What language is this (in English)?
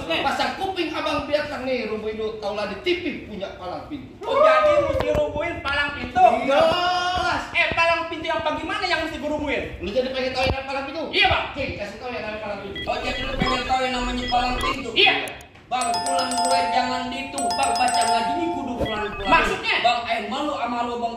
Betawi